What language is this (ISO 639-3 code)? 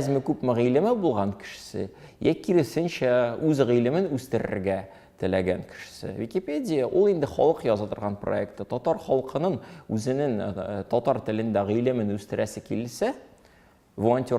tat